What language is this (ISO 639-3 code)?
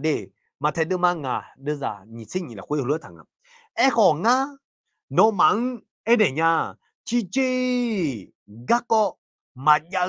ahk